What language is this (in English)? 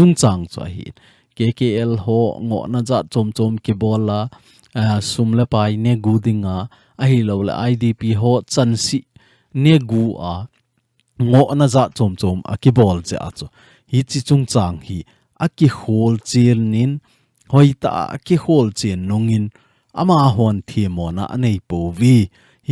Thado Chin